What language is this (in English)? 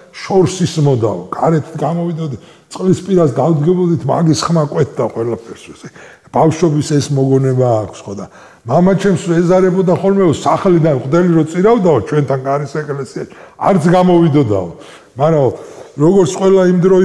Georgian